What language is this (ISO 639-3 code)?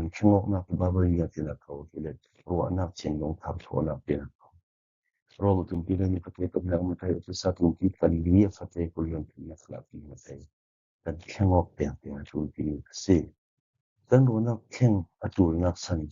cfm